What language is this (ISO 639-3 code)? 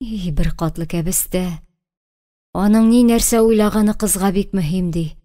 tat